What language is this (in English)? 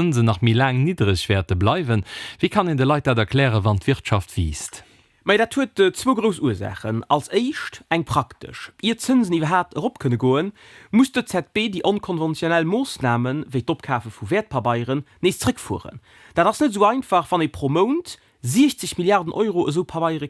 Luxembourgish